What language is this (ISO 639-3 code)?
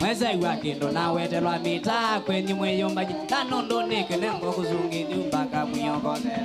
kam